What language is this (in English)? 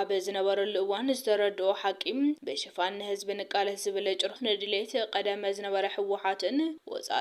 Tigrinya